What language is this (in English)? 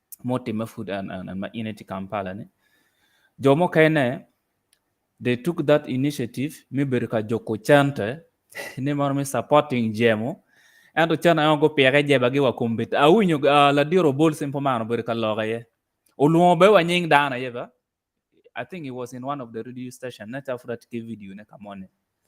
Acoli